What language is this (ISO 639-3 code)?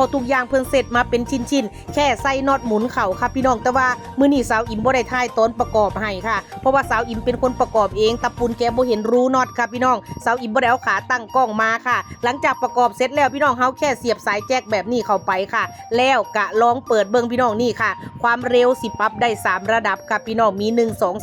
tts